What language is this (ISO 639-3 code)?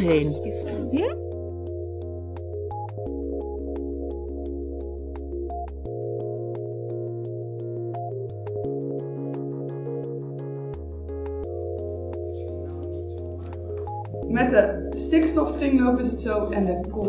nld